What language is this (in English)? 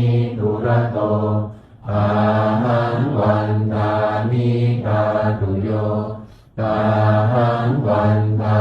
Pali